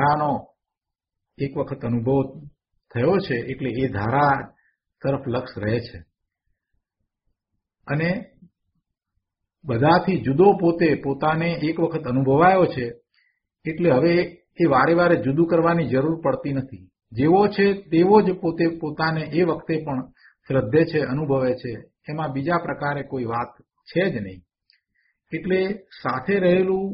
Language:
Gujarati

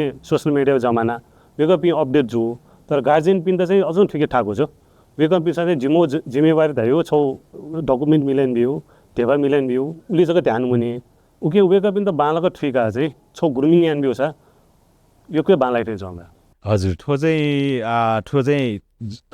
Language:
Newari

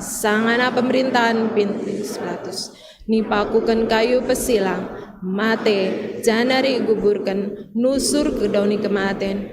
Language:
Batak Karo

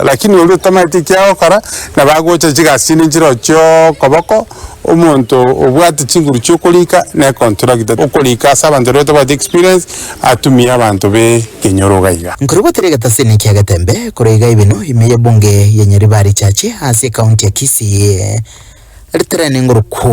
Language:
Gusii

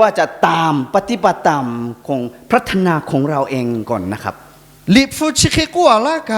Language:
Lahu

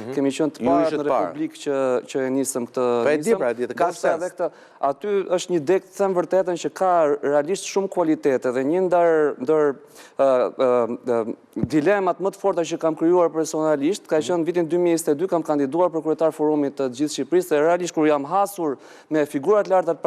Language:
Albanian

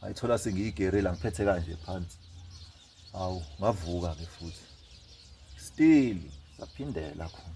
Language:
Zulu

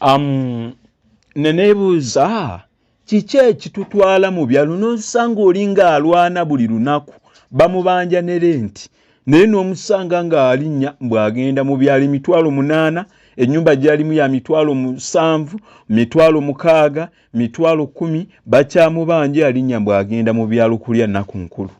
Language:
Ganda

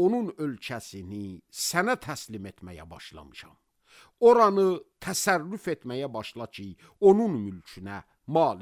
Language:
Azerbaijani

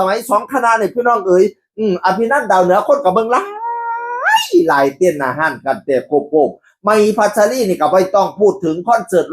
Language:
Northeastern Thai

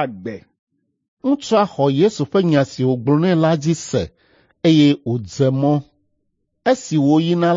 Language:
Ewe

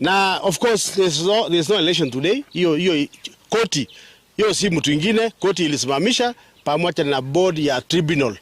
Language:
Gusii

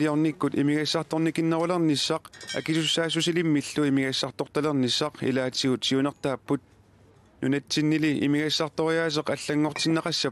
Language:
Kalaallisut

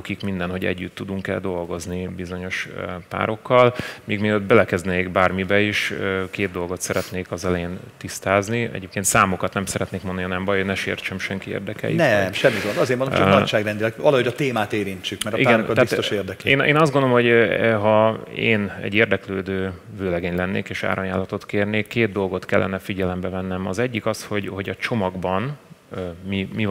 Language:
Hungarian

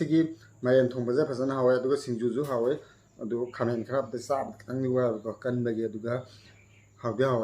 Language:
Manipuri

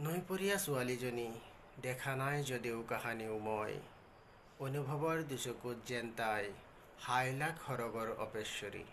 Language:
Assamese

